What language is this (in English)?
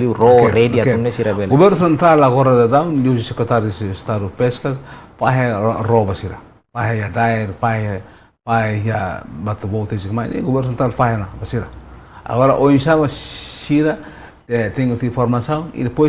Tetum